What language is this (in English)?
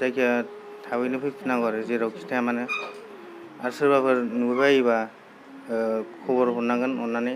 Bodo